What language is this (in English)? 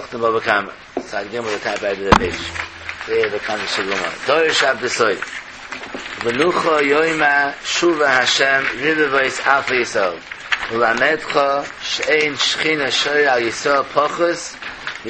Yiddish